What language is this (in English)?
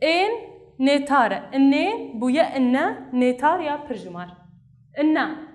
Kurdish